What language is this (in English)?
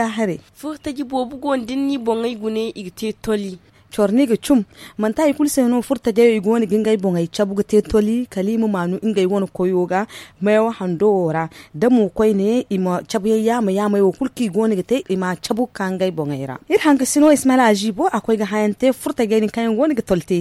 Zarma